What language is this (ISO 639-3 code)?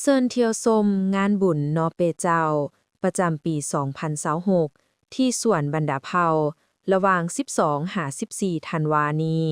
lao